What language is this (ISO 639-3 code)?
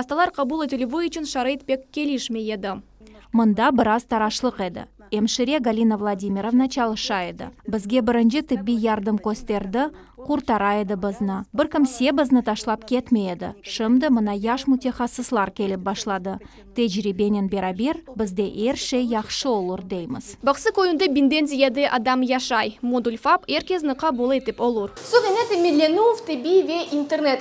crh